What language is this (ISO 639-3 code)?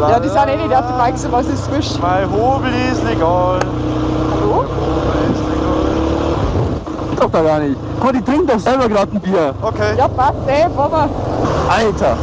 bar